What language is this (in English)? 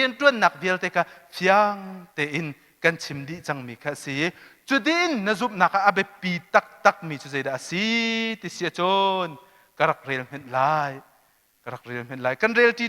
Hakha Chin